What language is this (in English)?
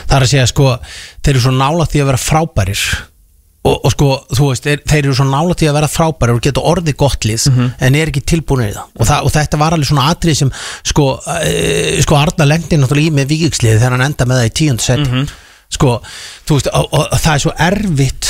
Icelandic